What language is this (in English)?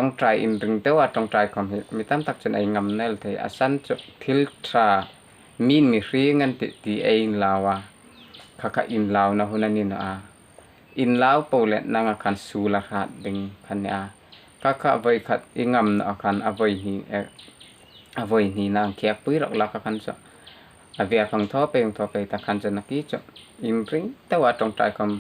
Hmar